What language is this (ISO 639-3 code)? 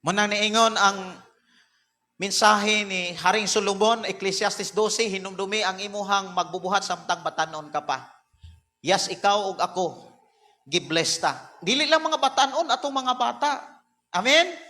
ceb